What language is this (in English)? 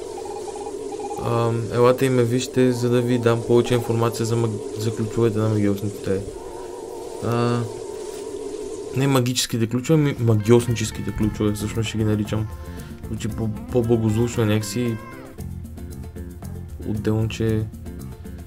Bulgarian